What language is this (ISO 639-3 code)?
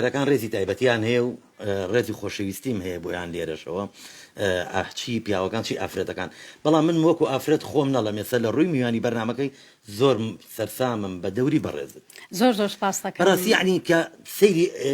ckb